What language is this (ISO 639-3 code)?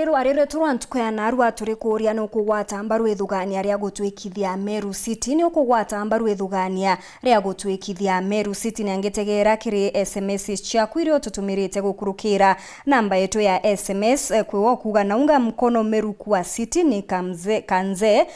mer